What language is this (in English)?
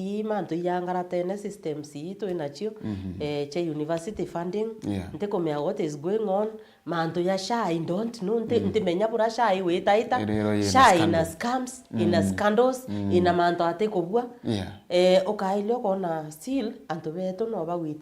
Meru